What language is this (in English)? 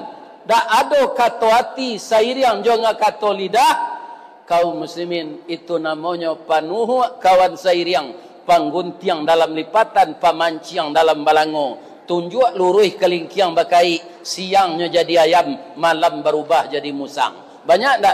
Minangkabau